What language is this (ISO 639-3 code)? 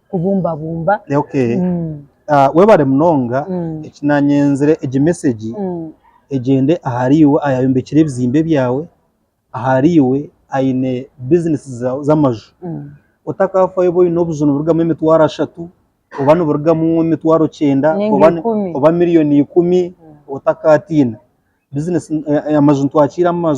nyn